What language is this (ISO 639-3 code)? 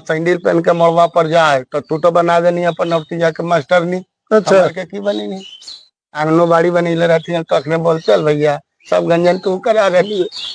mag